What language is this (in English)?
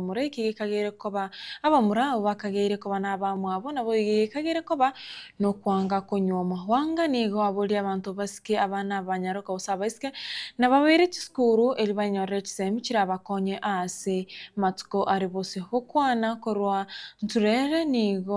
Gusii